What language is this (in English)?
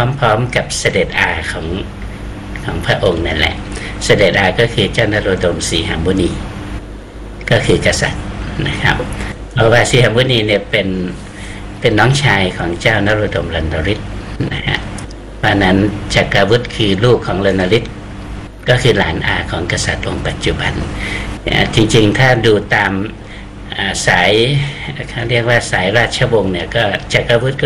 Thai